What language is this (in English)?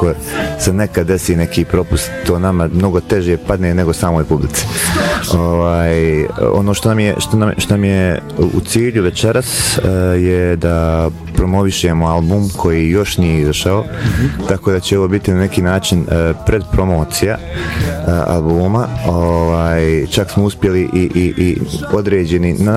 Bosnian